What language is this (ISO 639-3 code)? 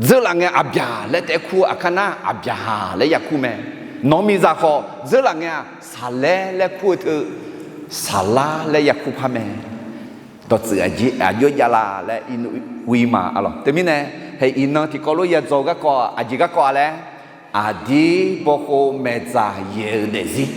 ahk